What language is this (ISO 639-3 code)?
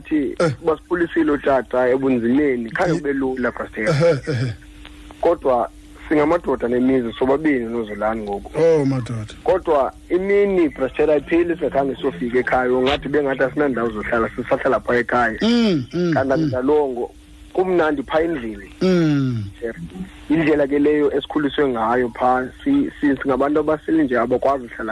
xho